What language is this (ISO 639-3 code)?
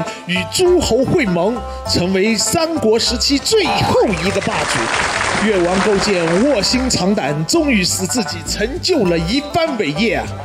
zho